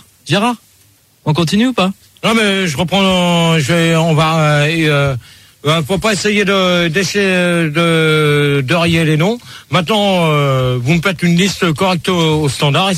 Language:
French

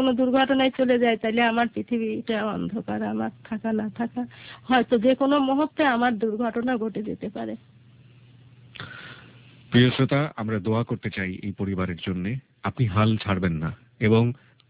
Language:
Bangla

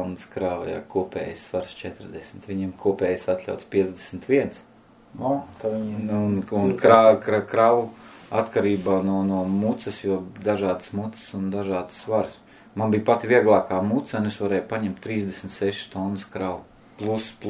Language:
Latvian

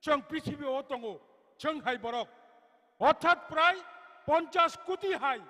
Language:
Kok Borok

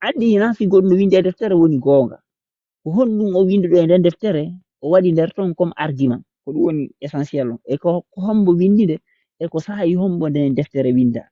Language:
Fula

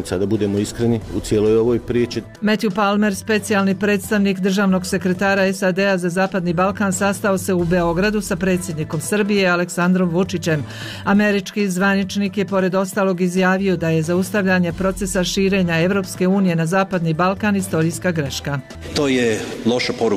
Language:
Bosnian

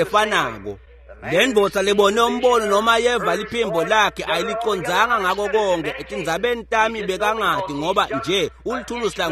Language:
Swati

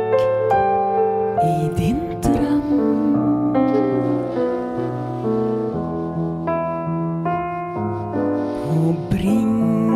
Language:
Norwegian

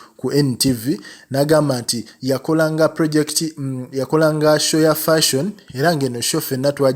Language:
Ganda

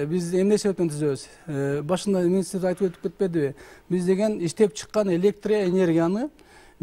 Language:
Kyrgyz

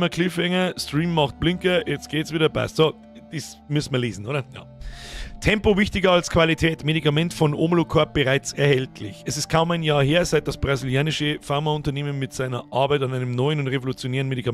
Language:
Bavarian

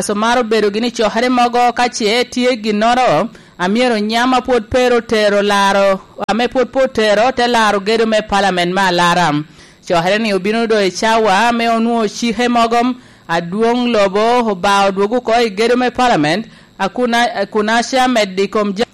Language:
Lango (Uganda)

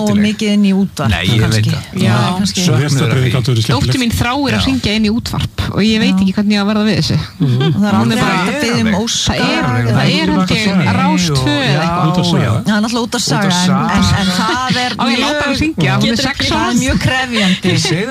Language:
Icelandic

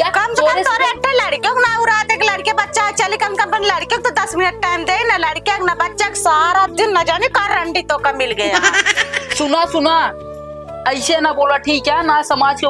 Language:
Awadhi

